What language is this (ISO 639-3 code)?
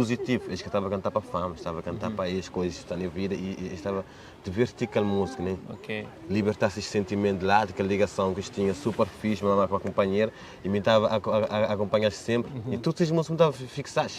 kea